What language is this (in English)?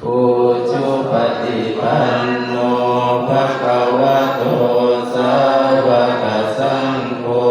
Pali